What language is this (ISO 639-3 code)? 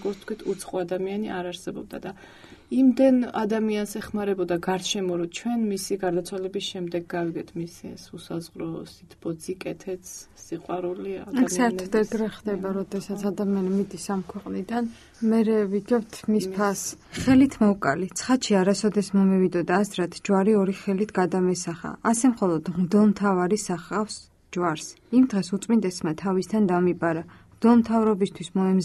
kat